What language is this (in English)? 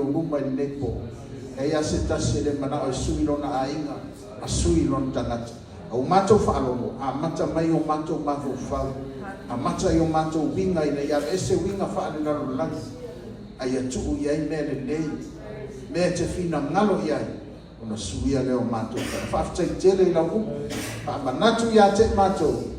Samoan